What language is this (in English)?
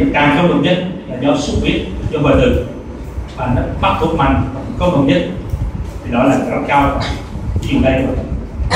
Vietnamese